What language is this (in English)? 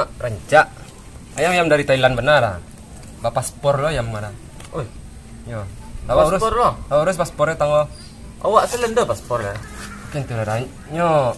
Minangkabau